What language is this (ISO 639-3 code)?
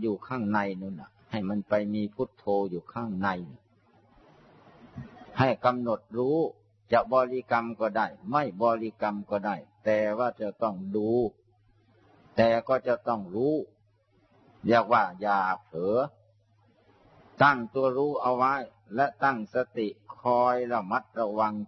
tha